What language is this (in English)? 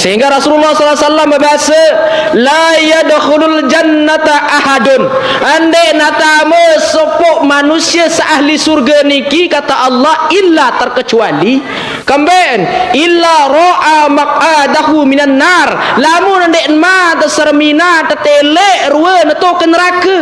Sasak